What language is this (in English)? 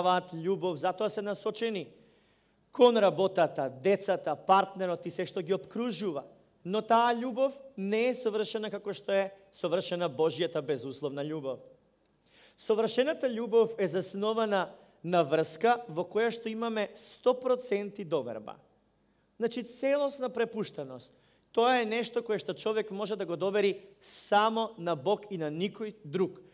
Macedonian